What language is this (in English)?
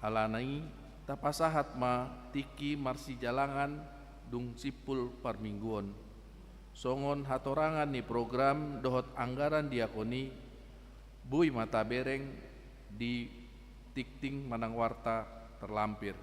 Batak Toba